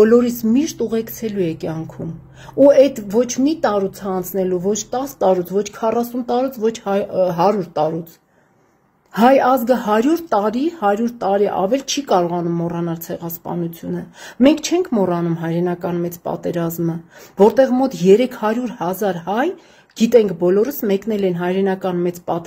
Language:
Armenian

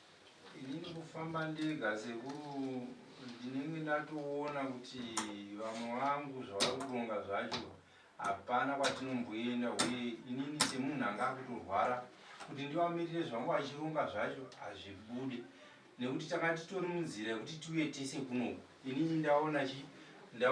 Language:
Shona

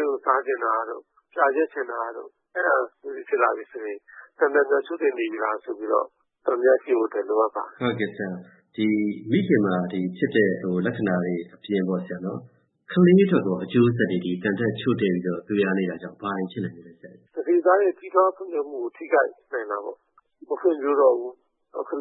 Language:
Burmese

